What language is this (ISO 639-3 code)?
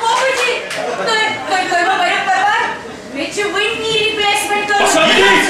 kas